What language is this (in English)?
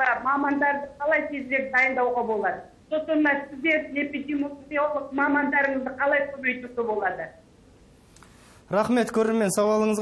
Kazakh